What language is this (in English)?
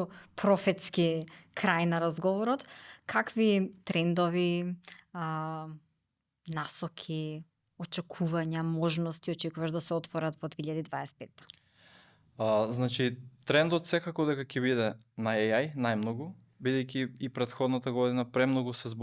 Macedonian